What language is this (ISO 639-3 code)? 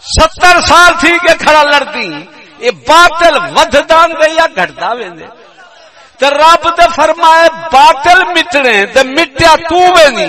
skr